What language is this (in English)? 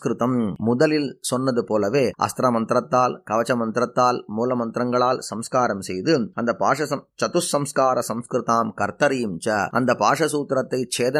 Tamil